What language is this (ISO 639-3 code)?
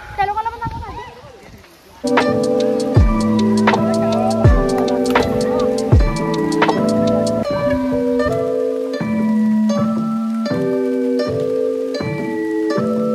mar